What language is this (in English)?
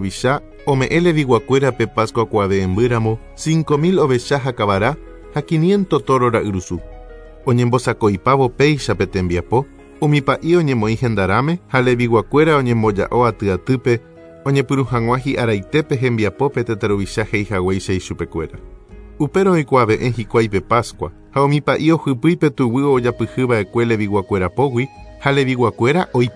Guarani